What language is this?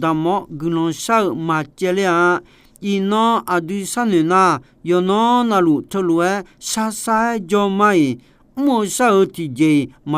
Akha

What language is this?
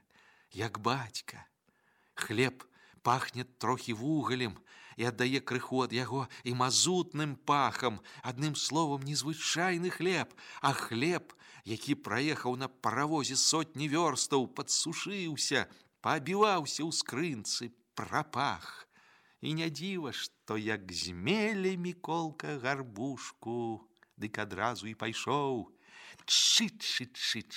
Belarusian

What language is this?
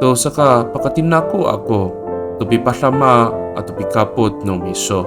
Amis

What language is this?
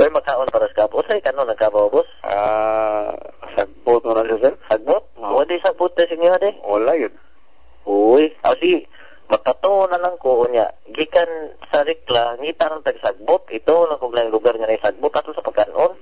Cebuano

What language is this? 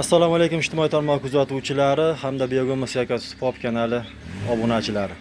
Uzbek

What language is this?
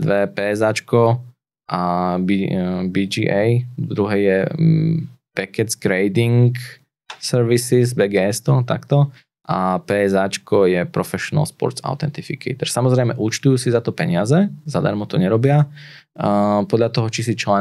Slovak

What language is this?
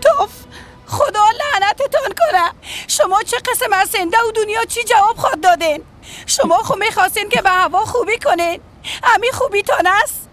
Persian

